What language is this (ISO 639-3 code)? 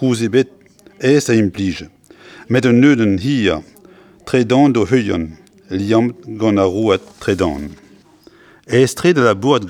bre